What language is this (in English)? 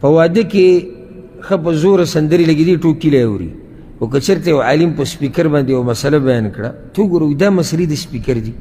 Pashto